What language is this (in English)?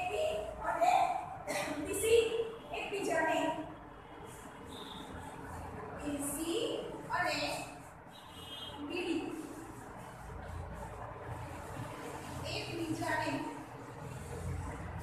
Gujarati